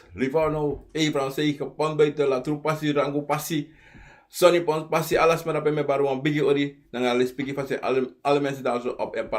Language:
Sranan Tongo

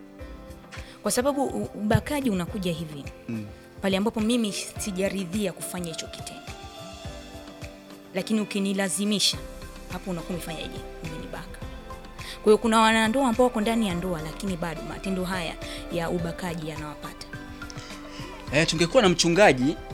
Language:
Swahili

